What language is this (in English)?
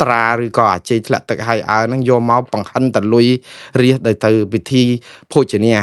Khmer